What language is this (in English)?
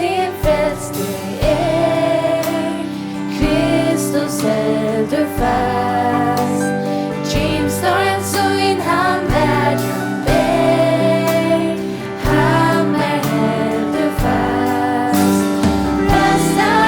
Faroese